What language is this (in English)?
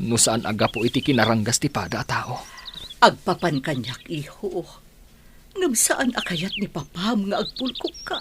Iloko